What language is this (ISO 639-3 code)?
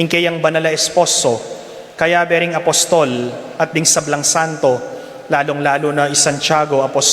pam